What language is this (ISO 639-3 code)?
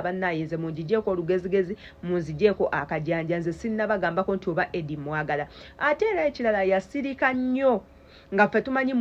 lug